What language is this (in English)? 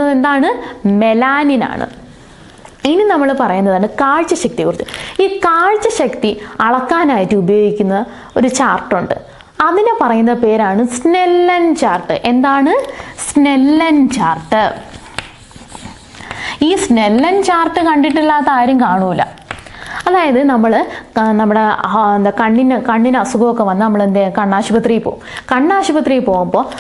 Malayalam